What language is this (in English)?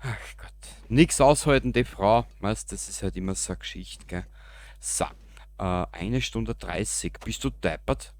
Bavarian